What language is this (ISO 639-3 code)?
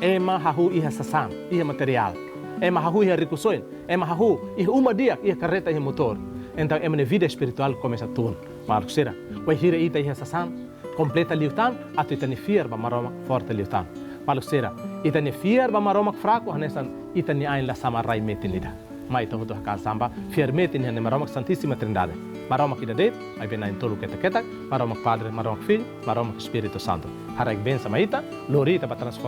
tet